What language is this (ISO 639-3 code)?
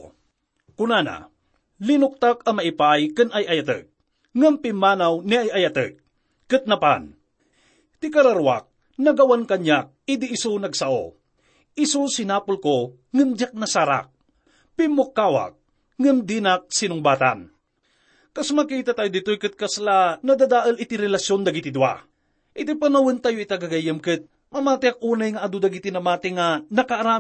ilo